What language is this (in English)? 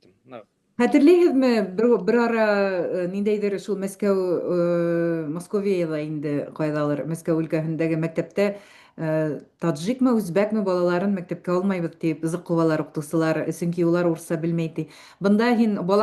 Bashkir